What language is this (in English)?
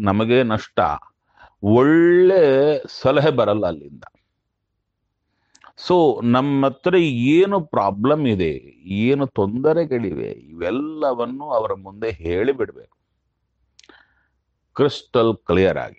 Kannada